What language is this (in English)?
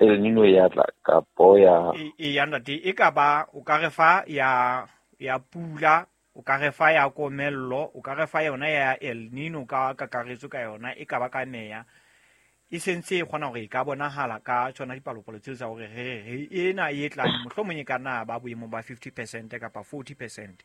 Southern Sotho